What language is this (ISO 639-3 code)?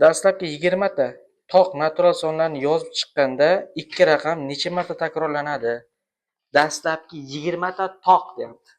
uzb